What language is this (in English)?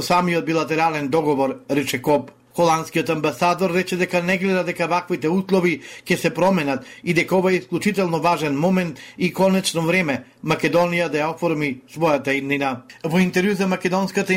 Macedonian